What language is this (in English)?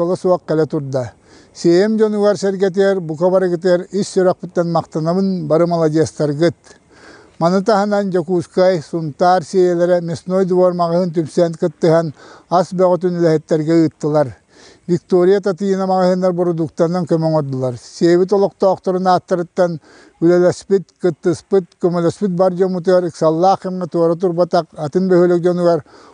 Yakut